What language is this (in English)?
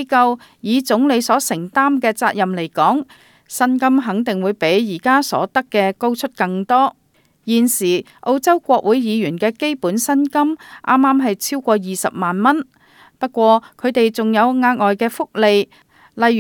Cantonese